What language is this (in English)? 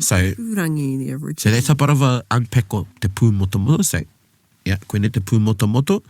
Māori